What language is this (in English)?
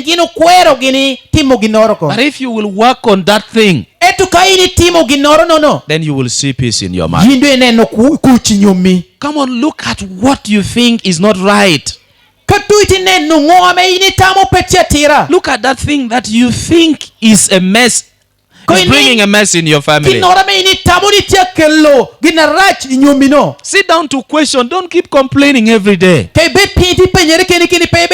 Lango (Uganda)